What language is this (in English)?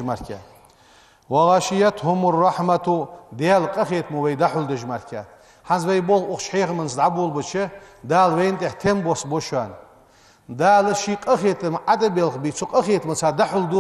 Ingush